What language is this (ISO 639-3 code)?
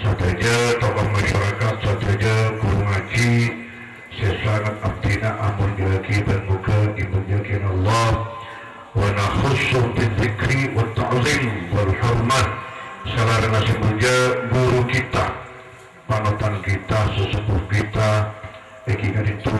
mad